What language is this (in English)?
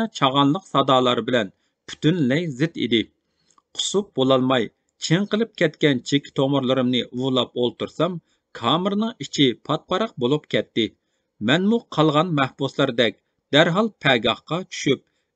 Uyghur